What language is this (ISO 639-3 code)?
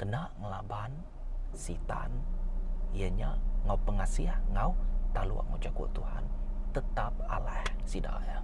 iba